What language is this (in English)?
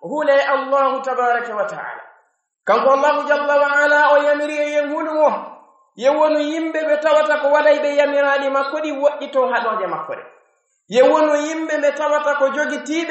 Pular